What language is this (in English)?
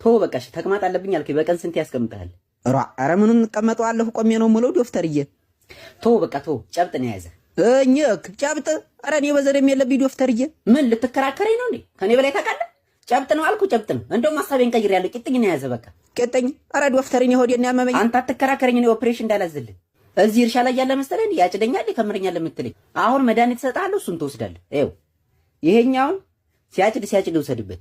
Amharic